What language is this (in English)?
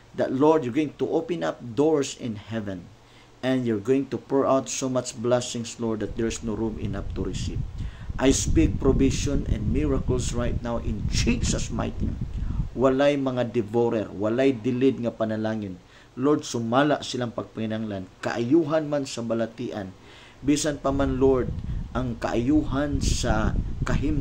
Cebuano